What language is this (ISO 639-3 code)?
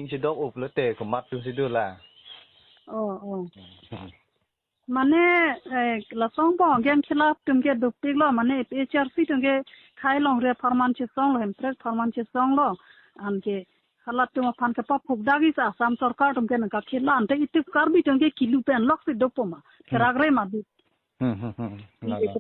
mjw